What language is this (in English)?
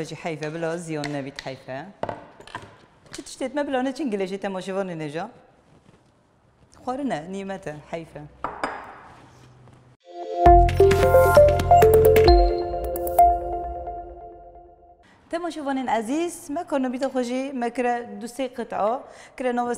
Kurdish